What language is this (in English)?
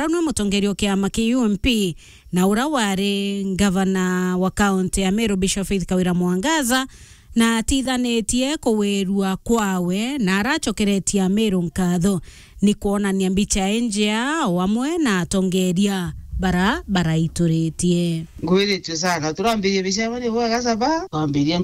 Meru